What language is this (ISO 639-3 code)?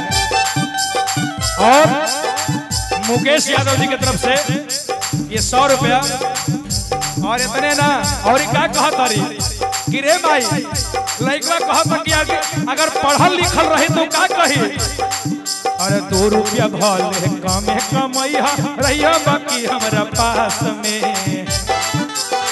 bho